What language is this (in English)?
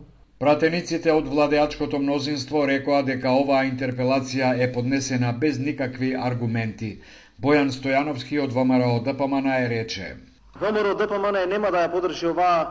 Macedonian